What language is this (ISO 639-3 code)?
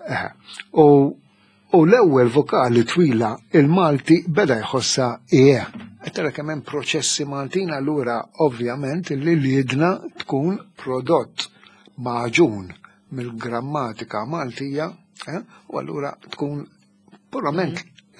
mlt